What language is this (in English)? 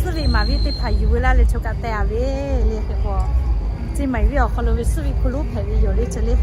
Lahu